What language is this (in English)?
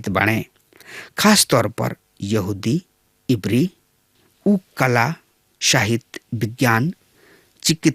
Bhojpuri